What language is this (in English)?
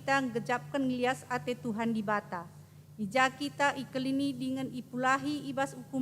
Batak Karo